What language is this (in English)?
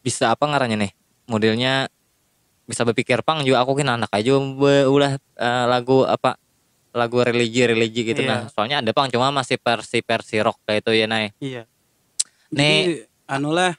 Banjar